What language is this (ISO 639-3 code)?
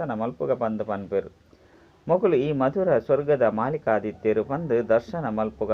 tcy